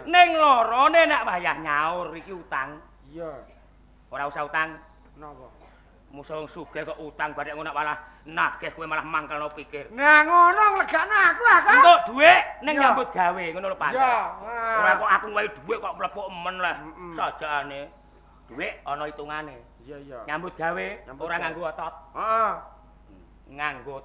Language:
Javanese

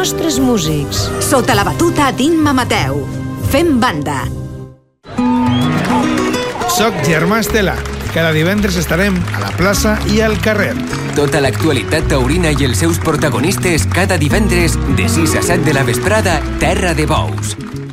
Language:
Catalan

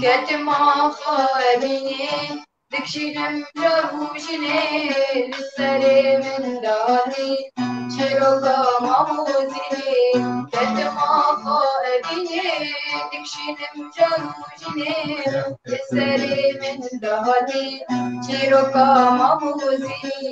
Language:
Kurdish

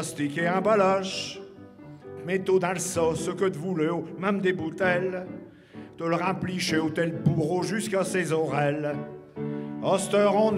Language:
Picard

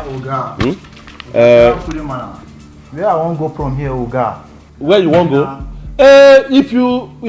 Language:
Nigerian Pidgin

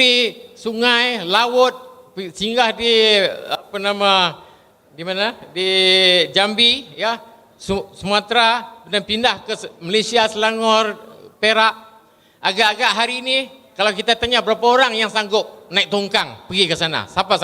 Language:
Banjar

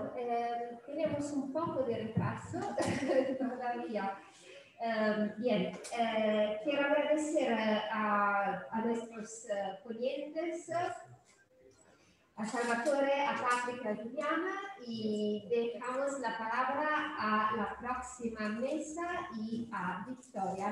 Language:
Spanish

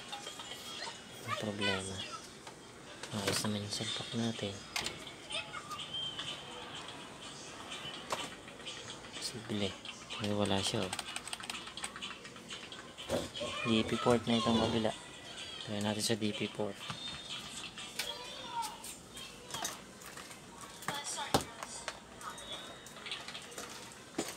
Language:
Filipino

